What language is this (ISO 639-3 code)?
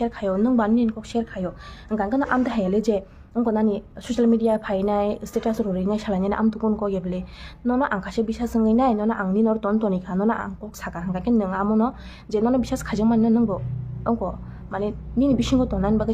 trp